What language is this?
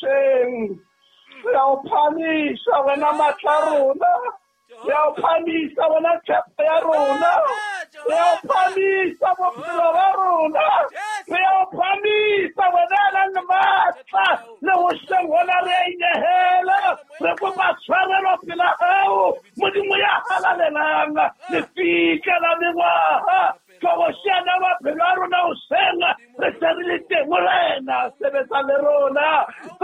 Southern Sotho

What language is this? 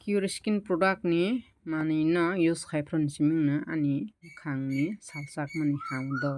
Kok Borok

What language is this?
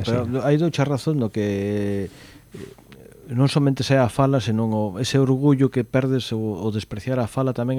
Galician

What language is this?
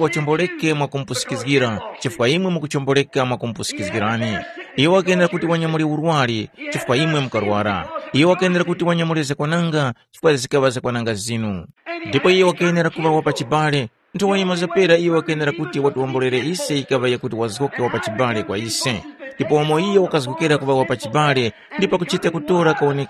Tumbuka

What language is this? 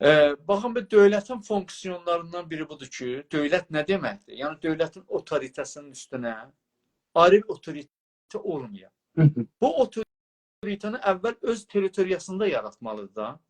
South Azerbaijani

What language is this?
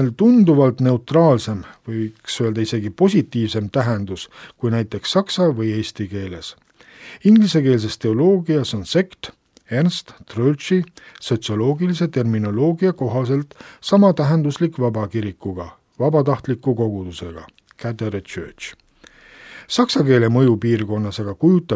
Estonian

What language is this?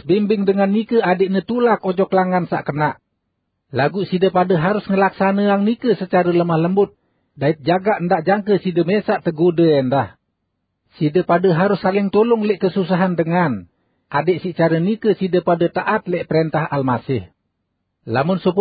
Sasak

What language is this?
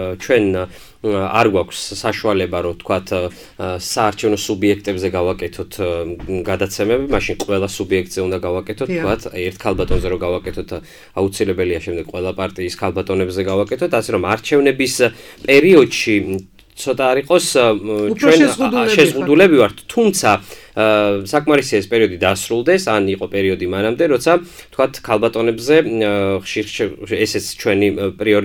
Georgian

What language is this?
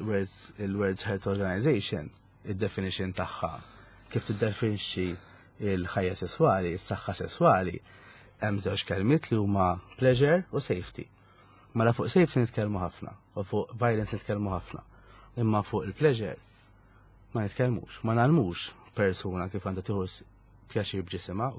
Maltese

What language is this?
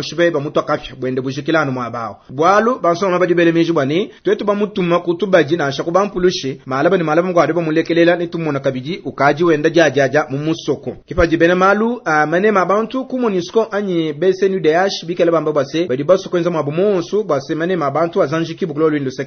Luba-Lulua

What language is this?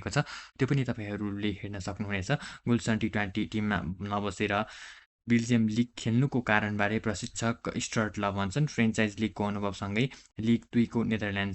Nepali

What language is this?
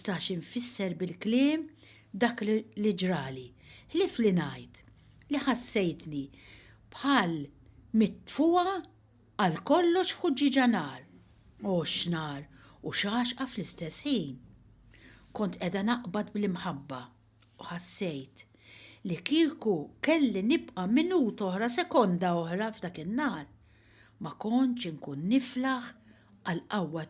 Maltese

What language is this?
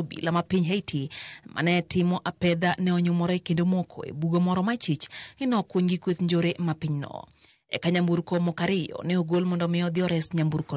Luo (Kenya and Tanzania)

